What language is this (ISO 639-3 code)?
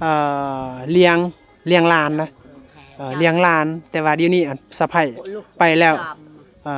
lao